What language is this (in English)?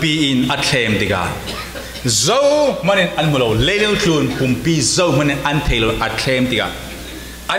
Falam Chin